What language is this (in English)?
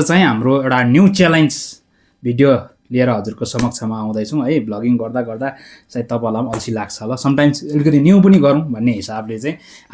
Nepali